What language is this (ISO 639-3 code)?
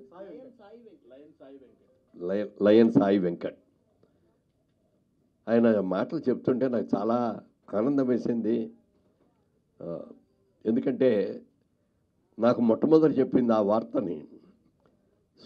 tel